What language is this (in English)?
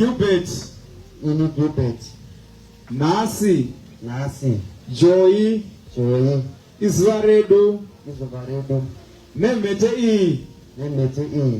Shona